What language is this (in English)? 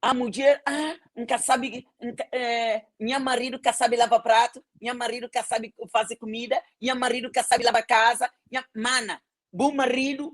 Kabuverdianu